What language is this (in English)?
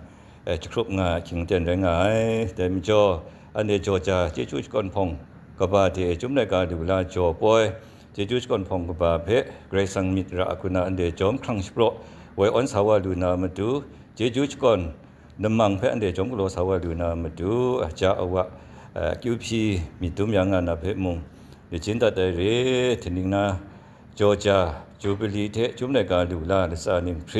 Kachin